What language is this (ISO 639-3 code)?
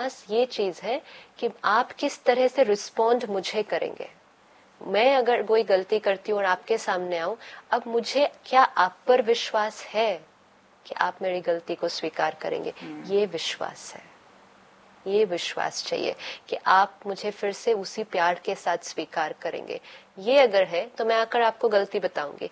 hin